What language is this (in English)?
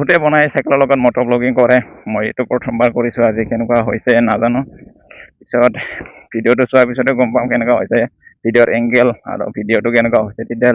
Assamese